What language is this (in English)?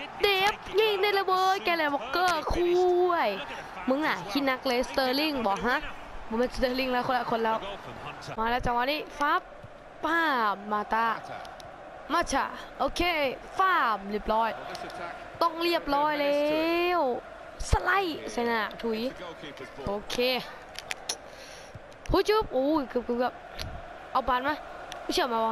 Thai